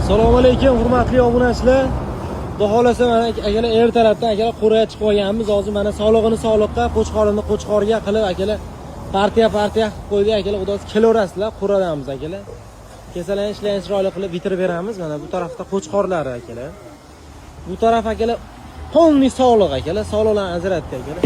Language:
Uzbek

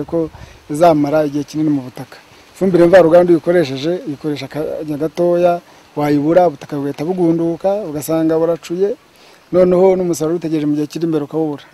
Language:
Kinyarwanda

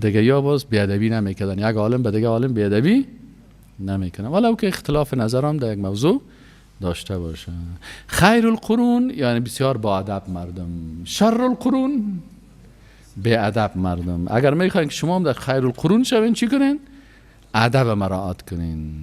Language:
Persian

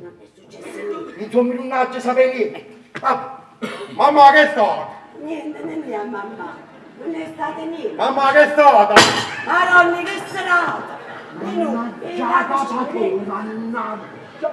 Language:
Neapolitan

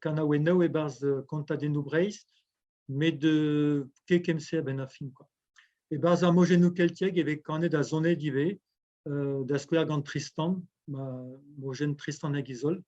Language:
Breton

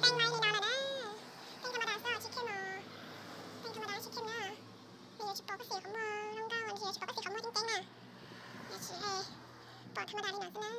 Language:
Hmong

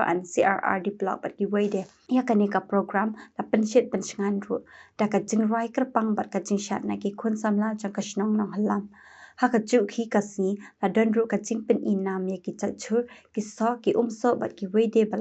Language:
Khasi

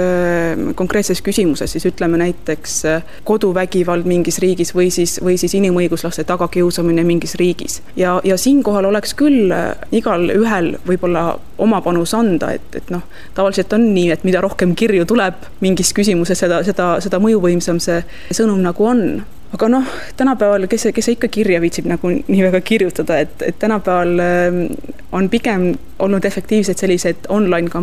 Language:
Estonian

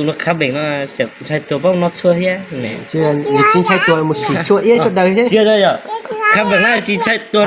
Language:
Hmong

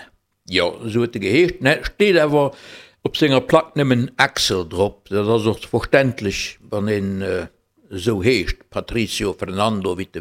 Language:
Luxembourgish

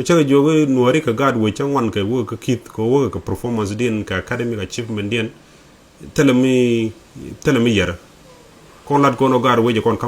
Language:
Nuer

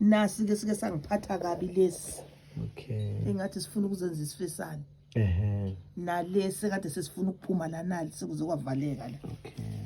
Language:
Zulu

